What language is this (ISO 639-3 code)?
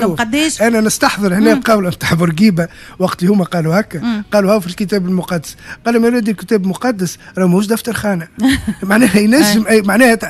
aeb